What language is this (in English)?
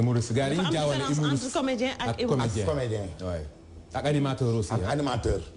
Wolof